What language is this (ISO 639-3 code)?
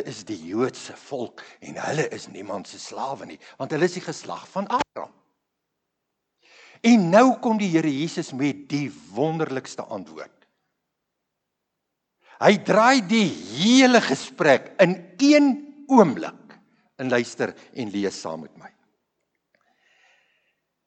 afr